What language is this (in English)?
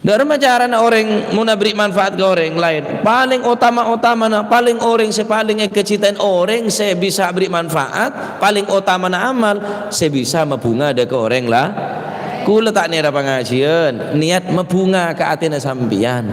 Madurese